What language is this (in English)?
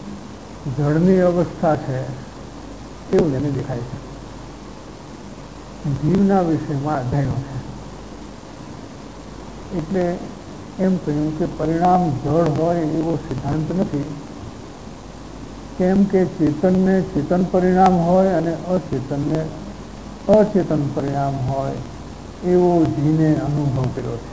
Gujarati